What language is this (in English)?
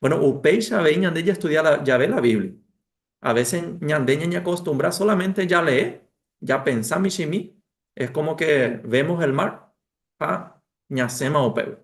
Guarani